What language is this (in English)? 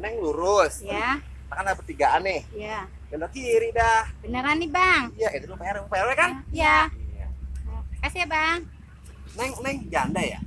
Betawi